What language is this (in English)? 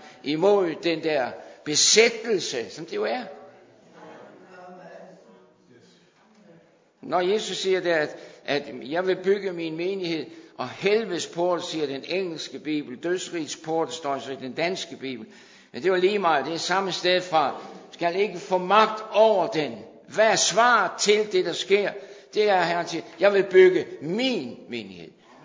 Danish